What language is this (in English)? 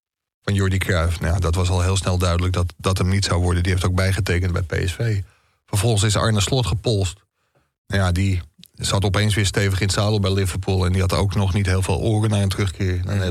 Dutch